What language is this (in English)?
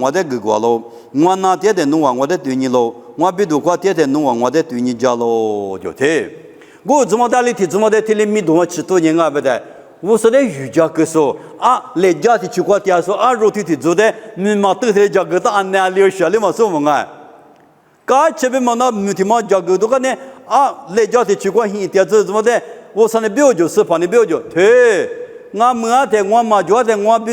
Lisu